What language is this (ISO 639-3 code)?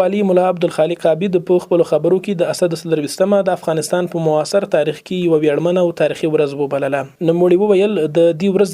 pus